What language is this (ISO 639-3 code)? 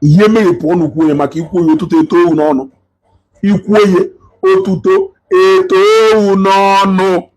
ibo